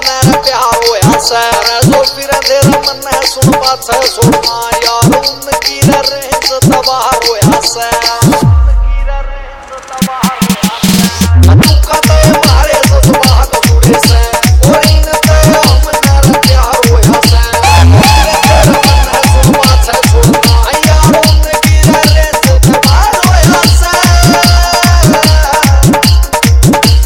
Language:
Haryanvi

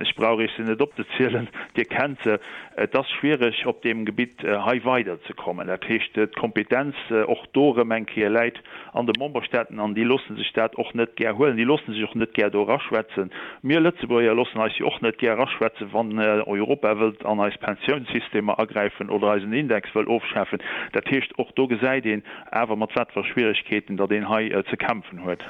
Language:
Luxembourgish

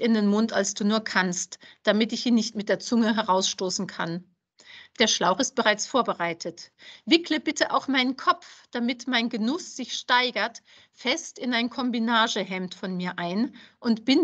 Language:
German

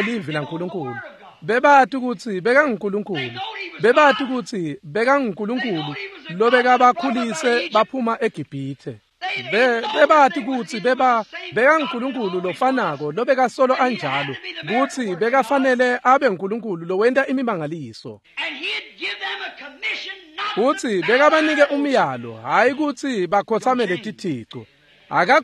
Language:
Swati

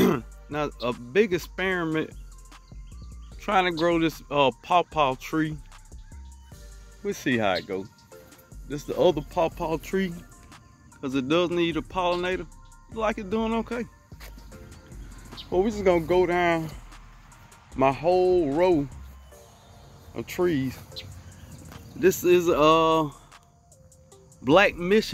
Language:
English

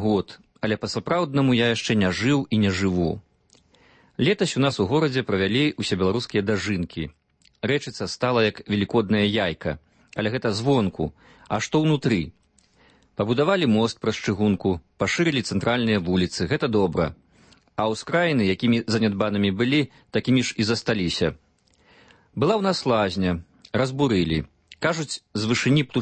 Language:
Belarusian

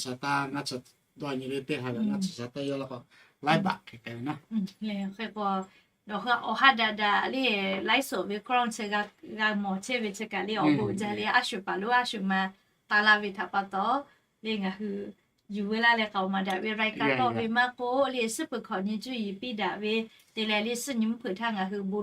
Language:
Lahu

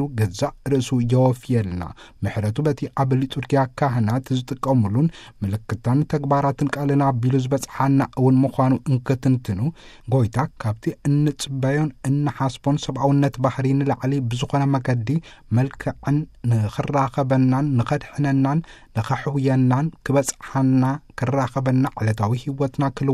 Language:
Tigrinya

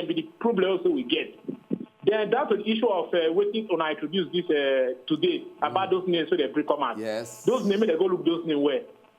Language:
Nigerian Pidgin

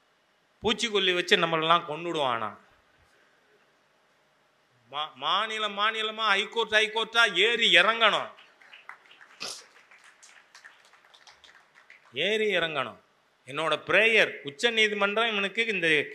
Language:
Tamil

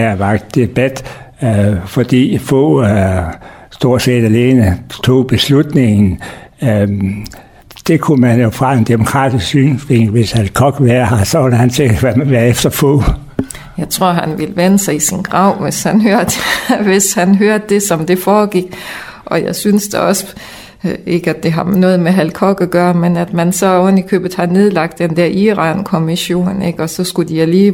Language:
Danish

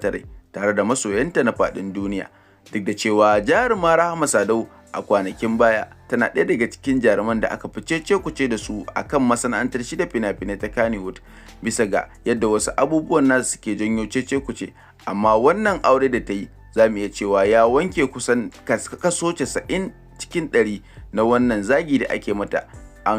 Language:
Hausa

